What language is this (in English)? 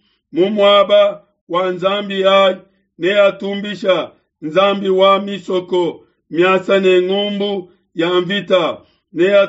Luba-Lulua